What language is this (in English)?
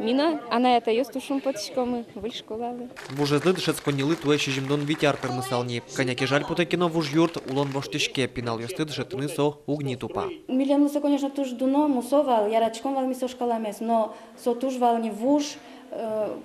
Udmurt